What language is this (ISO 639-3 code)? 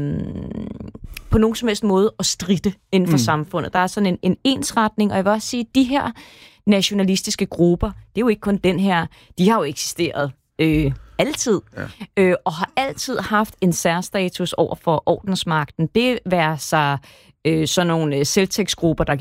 dan